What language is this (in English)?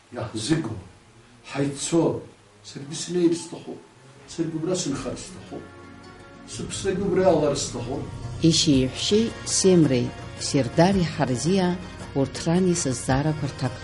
Abkhazian